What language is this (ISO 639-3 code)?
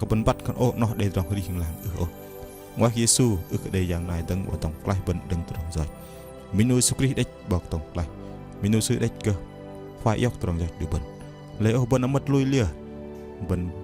bdq